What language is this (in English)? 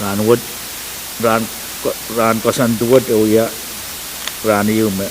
Pohnpeian